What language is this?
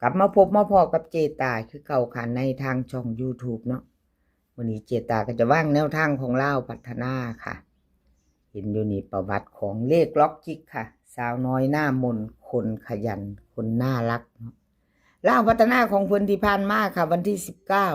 Northeastern Thai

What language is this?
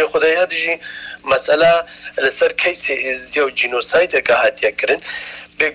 Kurdish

